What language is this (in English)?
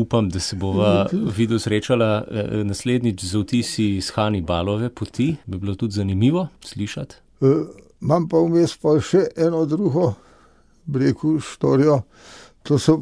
Slovenian